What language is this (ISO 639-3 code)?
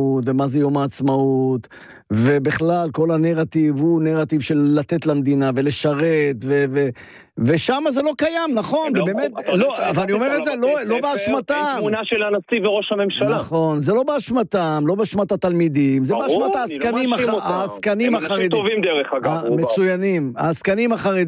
heb